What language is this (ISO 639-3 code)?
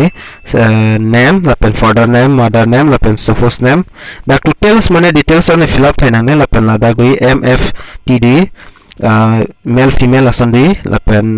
mjw